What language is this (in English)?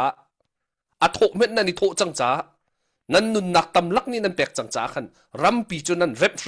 Hakha Chin